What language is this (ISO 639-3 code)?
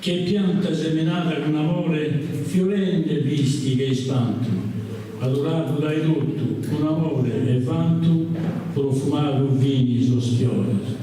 srd